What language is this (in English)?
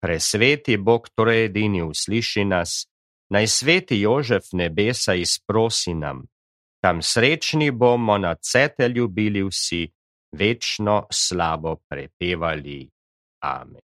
Slovenian